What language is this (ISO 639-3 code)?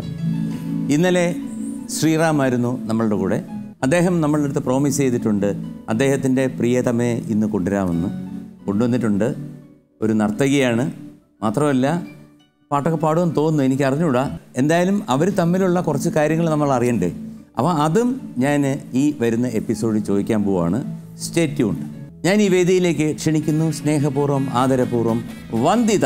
mal